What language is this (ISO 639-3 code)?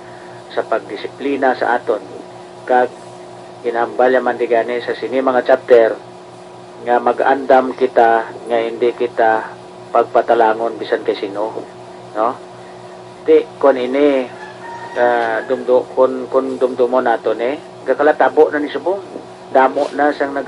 hil